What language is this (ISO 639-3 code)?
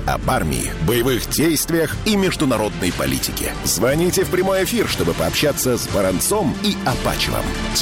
rus